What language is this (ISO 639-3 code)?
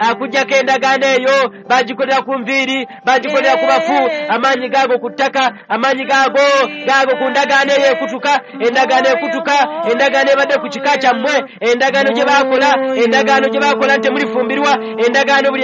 lug